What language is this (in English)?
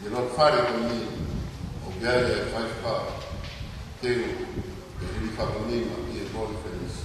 Tongan